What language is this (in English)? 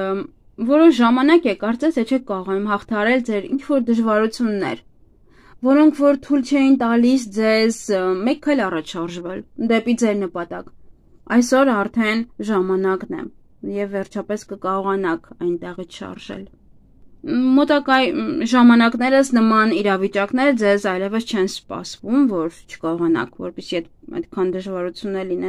Armenian